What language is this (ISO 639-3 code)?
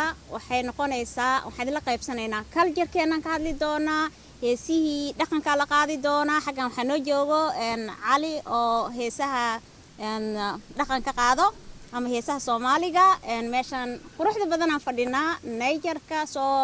som